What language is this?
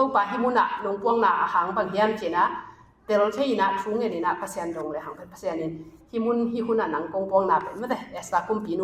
Tedim Chin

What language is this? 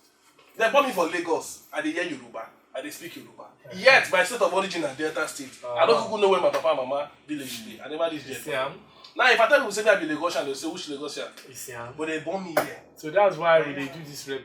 Nigerian Pidgin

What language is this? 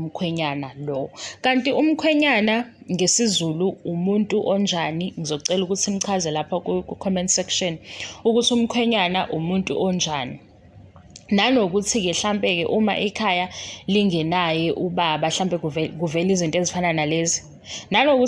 Zulu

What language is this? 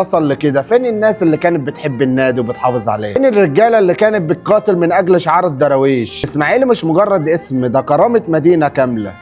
Egyptian Arabic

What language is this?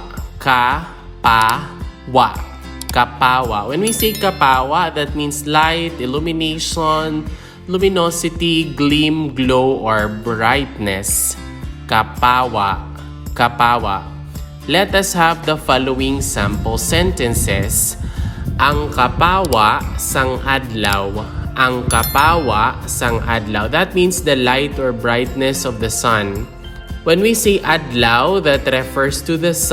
Hiligaynon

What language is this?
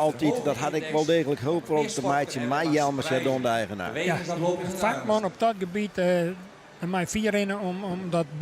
Western Frisian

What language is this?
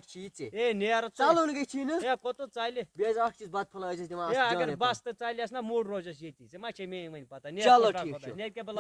Kashmiri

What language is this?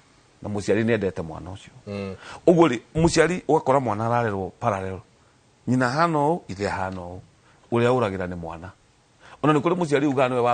Kikuyu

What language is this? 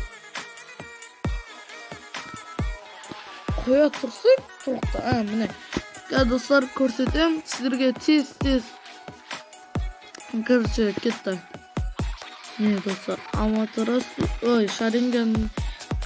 Kazakh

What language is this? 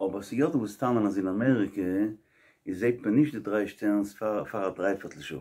Yiddish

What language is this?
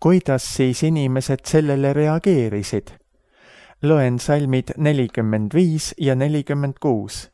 Estonian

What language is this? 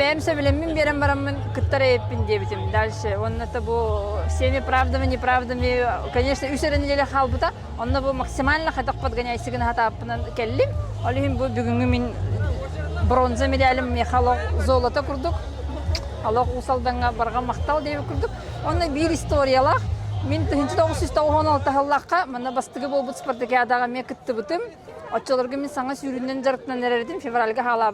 Yakut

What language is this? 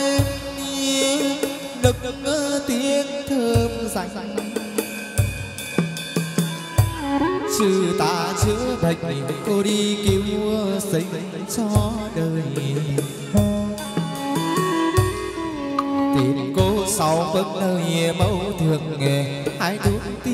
Vietnamese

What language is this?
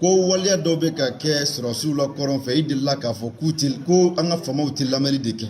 Bambara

